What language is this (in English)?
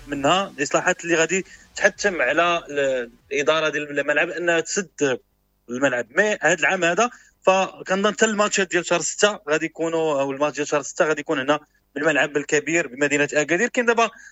Moroccan Arabic